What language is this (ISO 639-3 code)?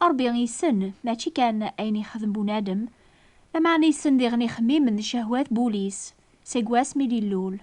kab